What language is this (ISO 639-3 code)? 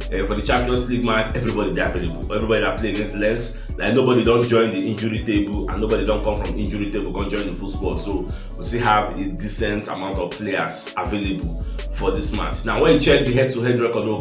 pcm